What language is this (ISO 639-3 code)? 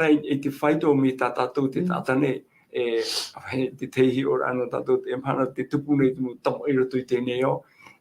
tah